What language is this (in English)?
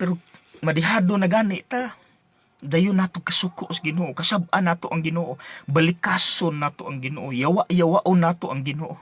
Cebuano